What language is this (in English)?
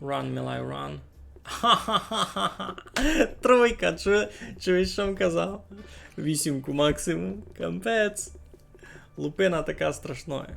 Rusyn